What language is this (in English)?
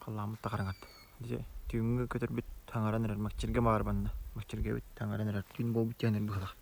Yakut